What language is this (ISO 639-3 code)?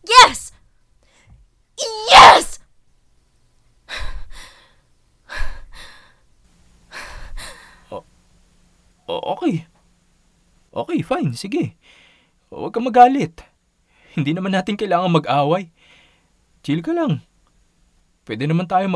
fil